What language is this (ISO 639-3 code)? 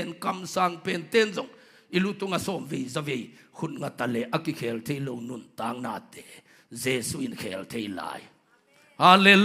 ctd